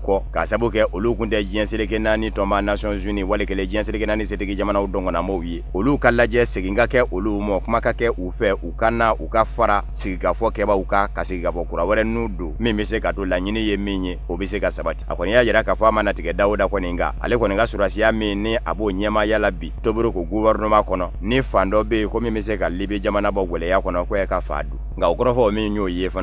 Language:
Bambara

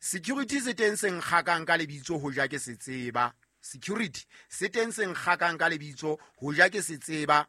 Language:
Southern Sotho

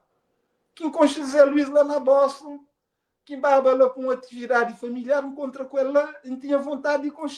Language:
Kabuverdianu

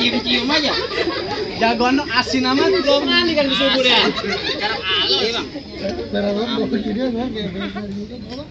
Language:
Betawi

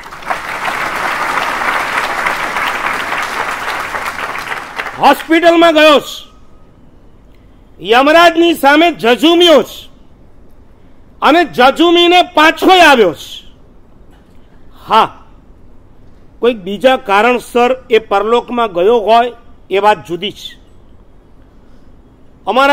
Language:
Gujarati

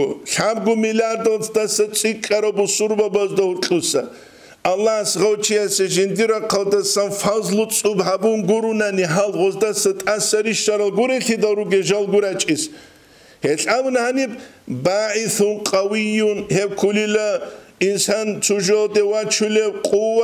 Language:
Avaric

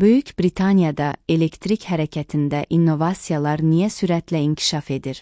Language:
Azerbaijani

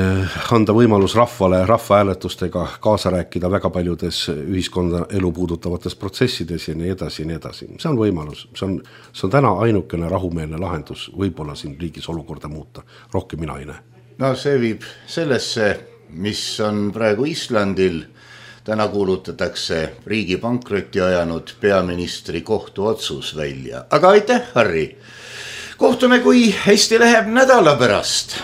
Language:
Estonian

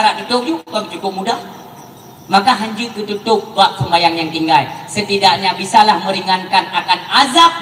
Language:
Achinese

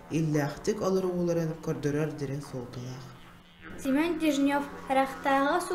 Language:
Yakut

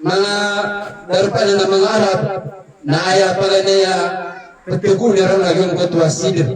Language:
Maranao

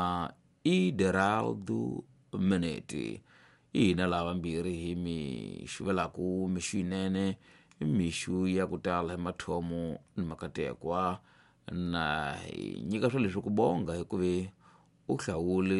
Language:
Tsonga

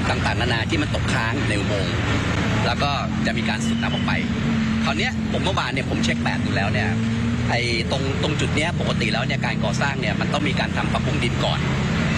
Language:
Thai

